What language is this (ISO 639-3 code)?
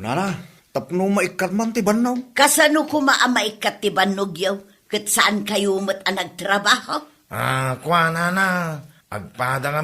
ilo